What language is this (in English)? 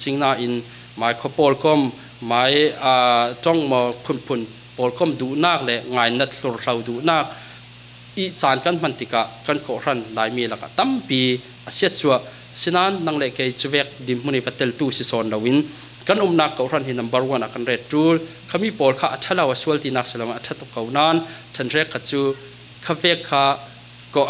Falam Chin